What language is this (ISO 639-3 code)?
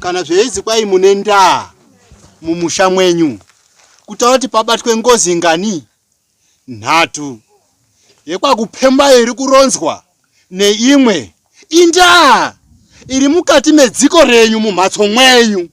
sna